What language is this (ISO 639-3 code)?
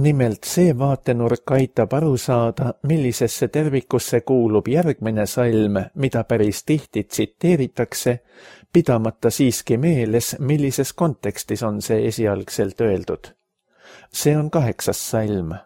est